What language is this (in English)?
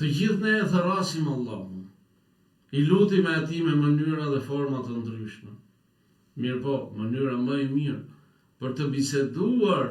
Albanian